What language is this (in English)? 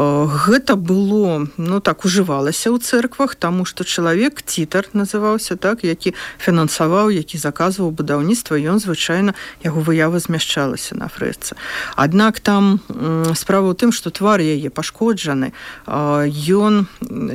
Belarusian